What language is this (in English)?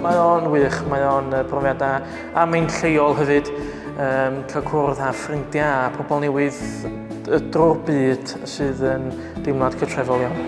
Welsh